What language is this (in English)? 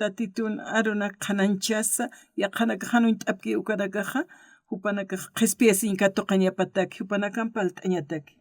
Aymara